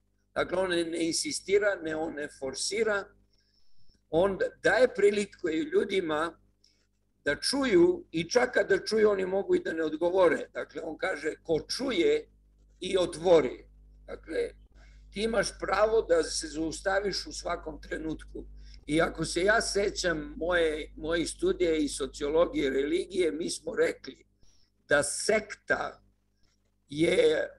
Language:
Serbian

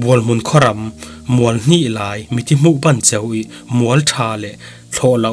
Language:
Falam Chin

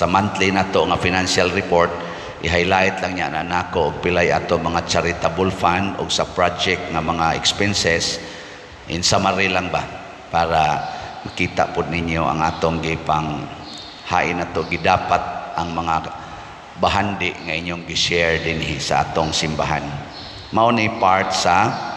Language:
Cebuano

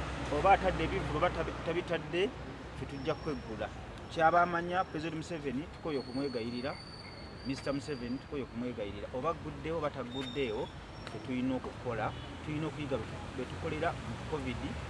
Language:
Ganda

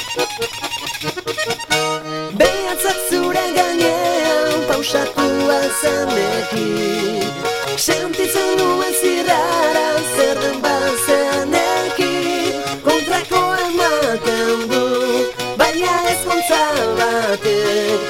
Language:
Basque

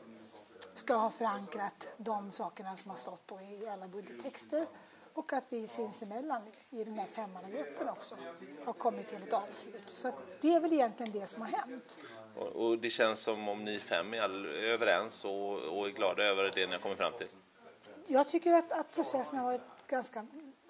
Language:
Swedish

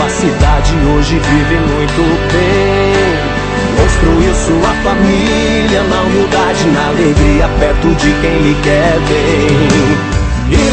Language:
Portuguese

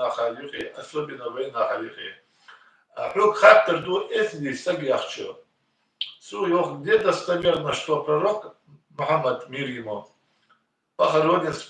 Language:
Ingush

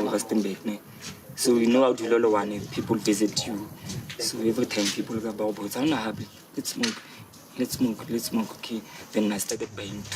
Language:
Southern Sotho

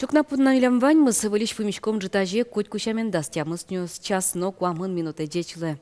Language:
Udmurt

